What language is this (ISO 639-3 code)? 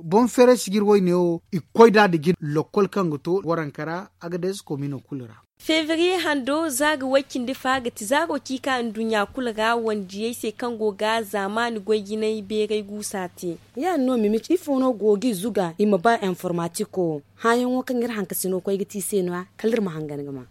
dje